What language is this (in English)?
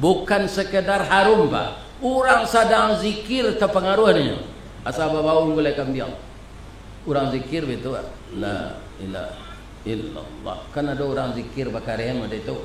Minangkabau